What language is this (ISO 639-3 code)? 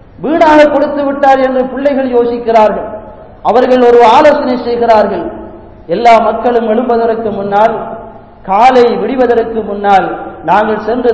tam